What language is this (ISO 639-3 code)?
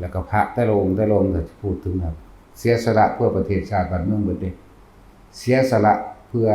tts